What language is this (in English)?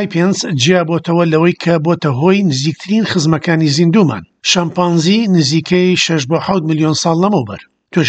Central Kurdish